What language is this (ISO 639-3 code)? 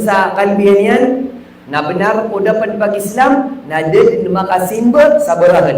mrw